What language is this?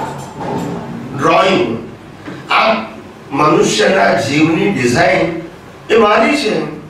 Gujarati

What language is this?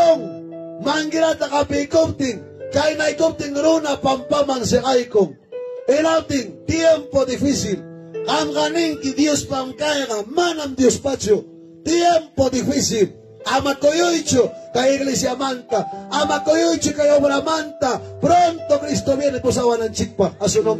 Ayacucho Quechua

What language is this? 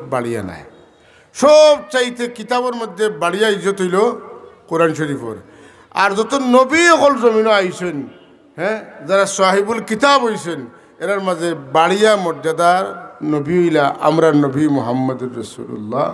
Sylheti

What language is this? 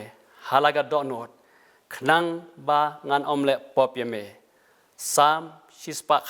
Khasi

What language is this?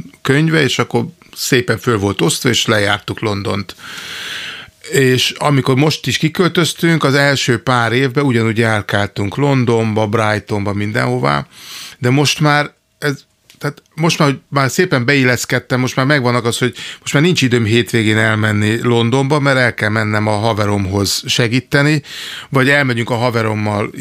Hungarian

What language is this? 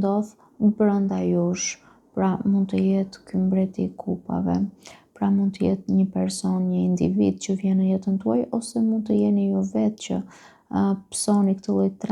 Albanian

